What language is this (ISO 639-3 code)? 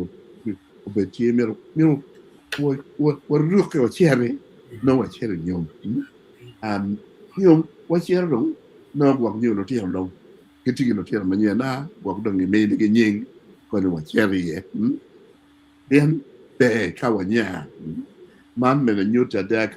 ach